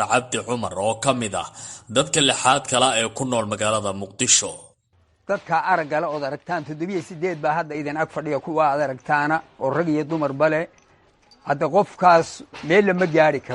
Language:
Somali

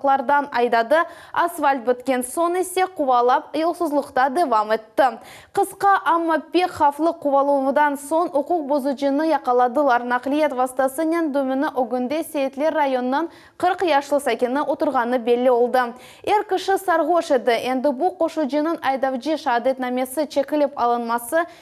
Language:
Crimean Tatar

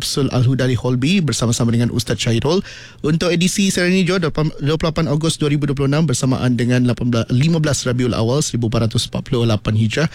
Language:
Malay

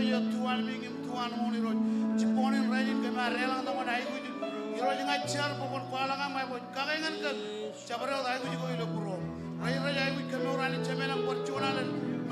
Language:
Marshallese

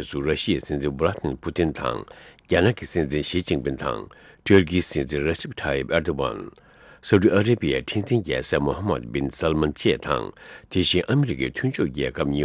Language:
Tibetan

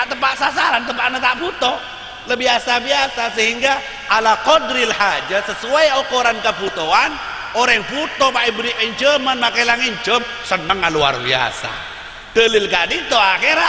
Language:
Madurese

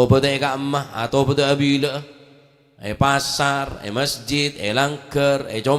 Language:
Madurese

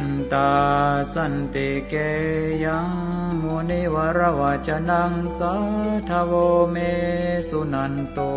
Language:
Pali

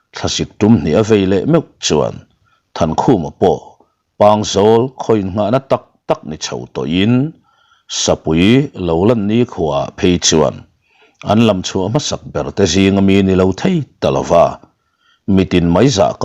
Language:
Mizo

